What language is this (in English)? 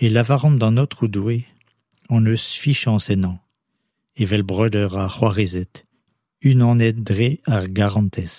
Breton